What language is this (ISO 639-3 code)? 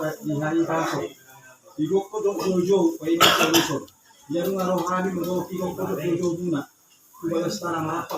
bbc